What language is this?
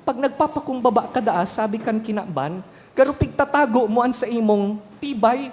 Bikol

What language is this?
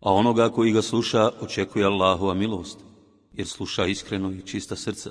Bosnian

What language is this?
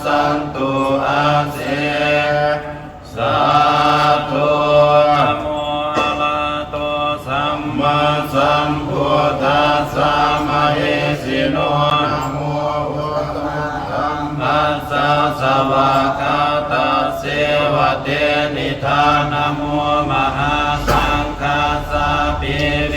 Pali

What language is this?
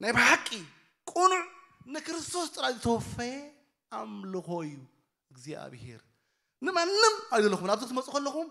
Tigrinya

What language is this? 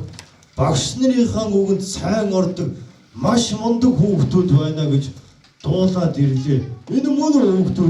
Mongolian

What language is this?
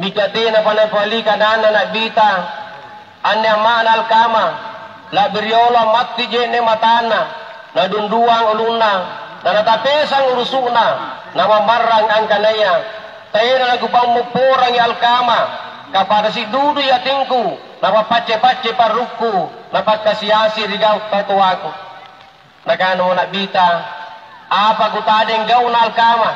Makasar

